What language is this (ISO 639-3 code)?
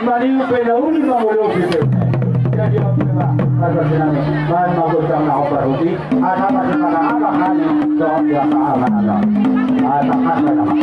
bbc